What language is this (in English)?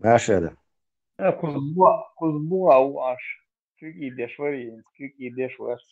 Chechen